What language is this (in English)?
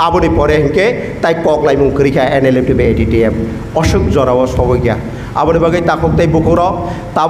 Kok Borok